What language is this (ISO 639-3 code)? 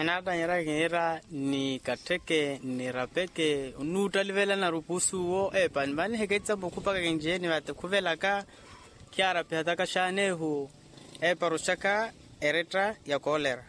vmw